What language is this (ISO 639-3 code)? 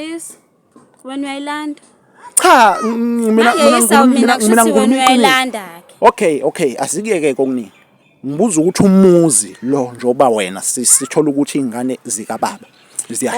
zul